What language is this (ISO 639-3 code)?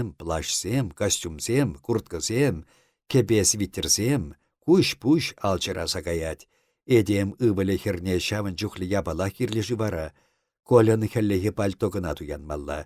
chv